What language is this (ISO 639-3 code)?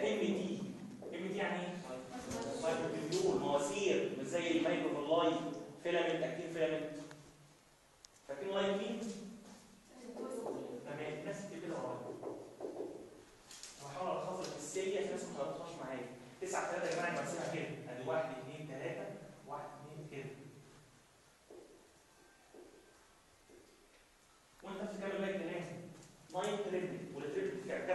arz